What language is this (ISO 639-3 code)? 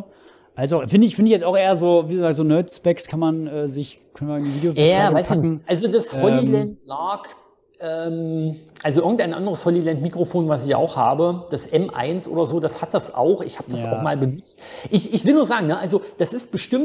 deu